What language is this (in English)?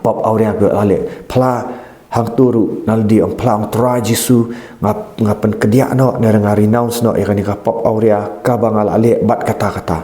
Khasi